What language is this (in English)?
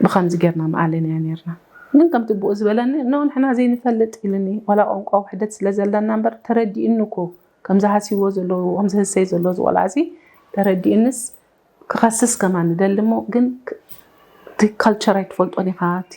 Tigrinya